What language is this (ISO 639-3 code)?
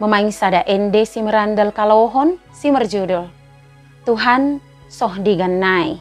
btd